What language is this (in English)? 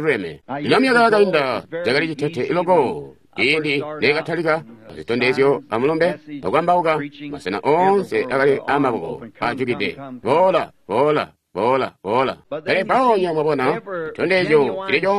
Tonga (Zambia)